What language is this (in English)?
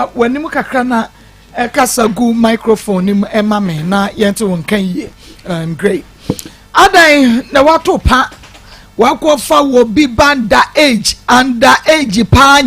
Akan